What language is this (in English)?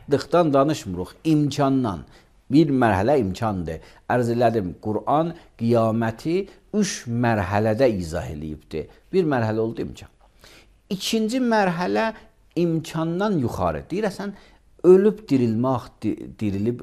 Azerbaijani